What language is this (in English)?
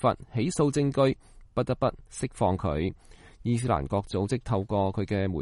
Cantonese